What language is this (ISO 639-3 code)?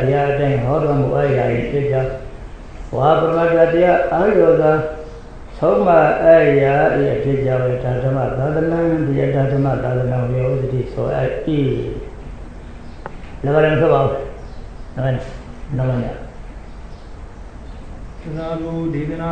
mya